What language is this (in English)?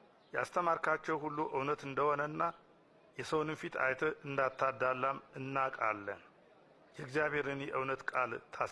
Amharic